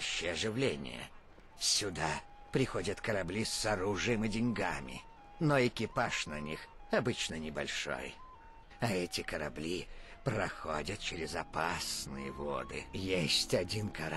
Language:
Russian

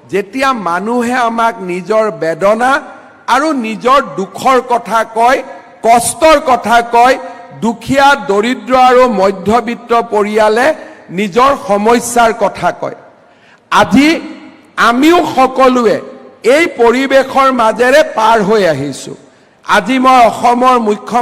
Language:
Assamese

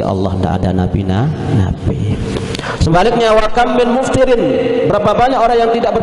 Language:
Sasak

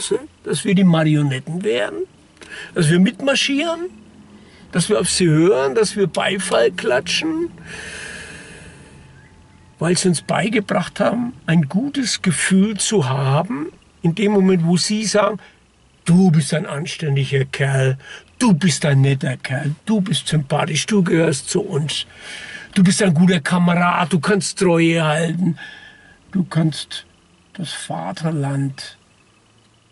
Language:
German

